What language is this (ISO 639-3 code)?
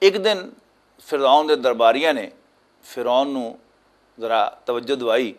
lah